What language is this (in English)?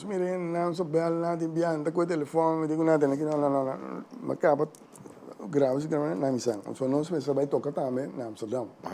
Papiamento